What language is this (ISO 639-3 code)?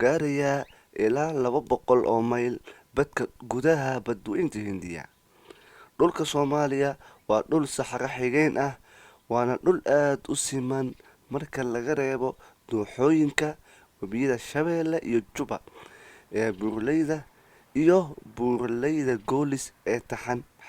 som